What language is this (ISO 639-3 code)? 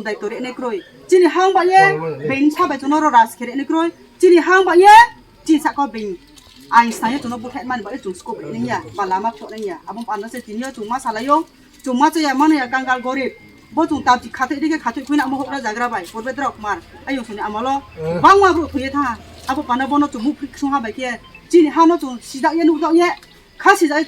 ria